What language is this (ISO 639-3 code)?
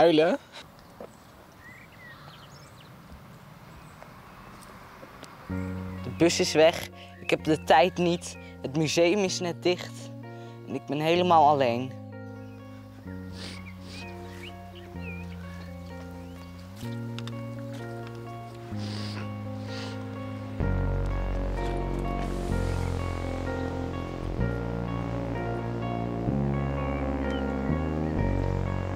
nld